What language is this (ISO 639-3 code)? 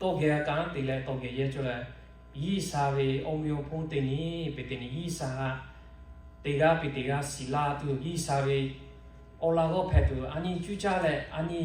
lhu